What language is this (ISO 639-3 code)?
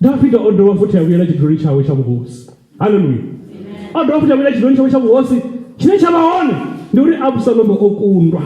ven